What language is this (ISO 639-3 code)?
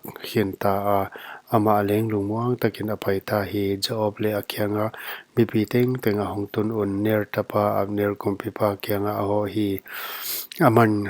pck